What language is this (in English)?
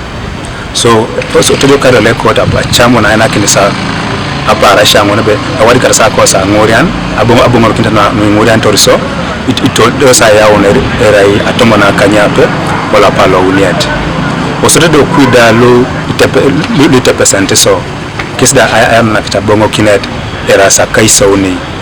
Teso